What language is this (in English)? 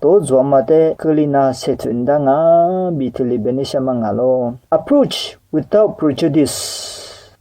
Lisu